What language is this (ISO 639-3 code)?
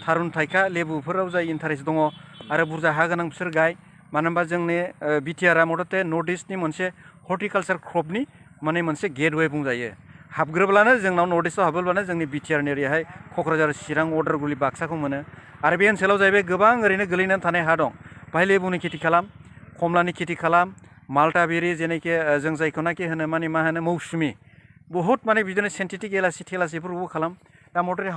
brx